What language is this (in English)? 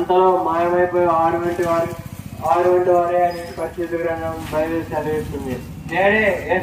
Telugu